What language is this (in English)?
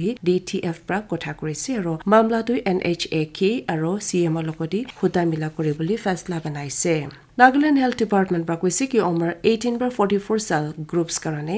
Naga Pidgin